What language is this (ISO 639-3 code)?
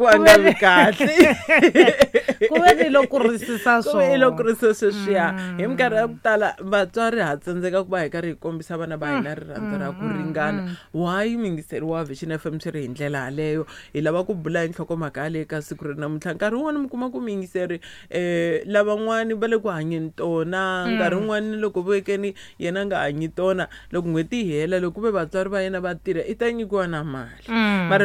tso